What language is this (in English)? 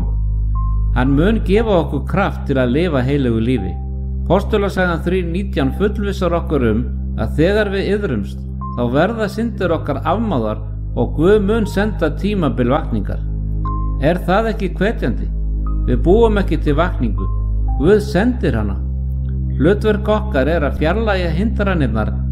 Icelandic